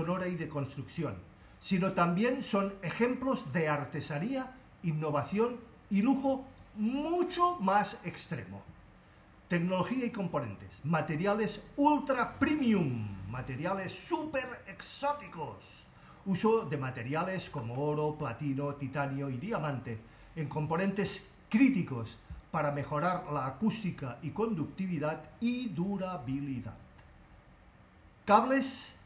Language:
Spanish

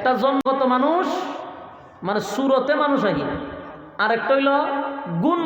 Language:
Sylheti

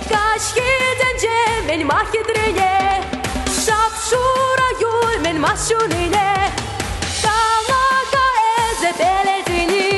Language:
Chuvash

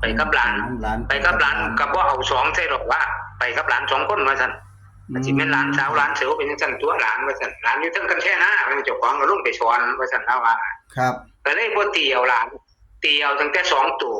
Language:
Northeastern Thai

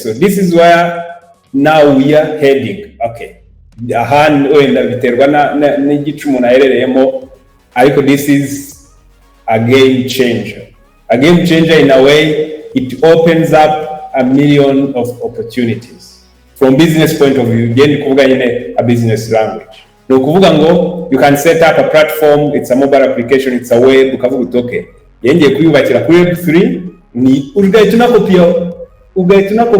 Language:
Kinyarwanda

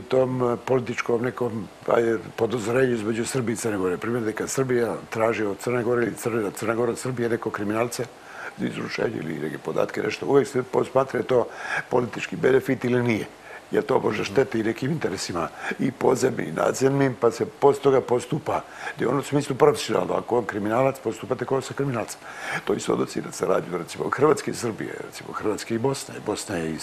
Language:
Serbian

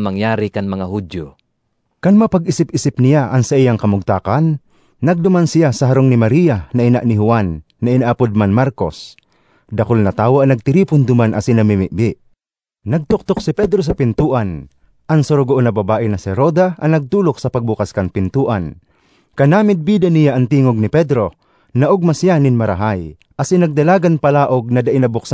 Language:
Bikol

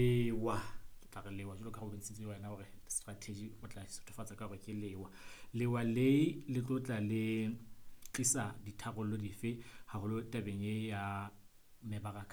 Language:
Southern Sotho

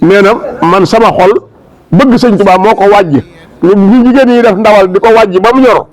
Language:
Wolof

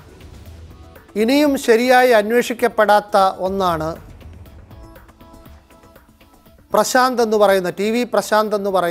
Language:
Malayalam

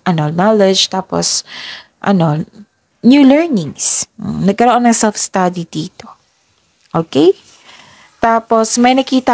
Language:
Filipino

